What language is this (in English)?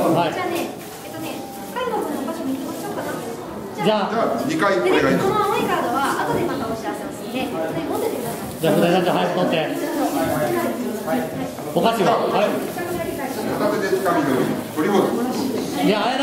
Japanese